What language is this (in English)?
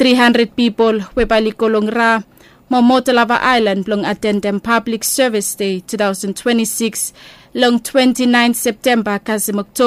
Bislama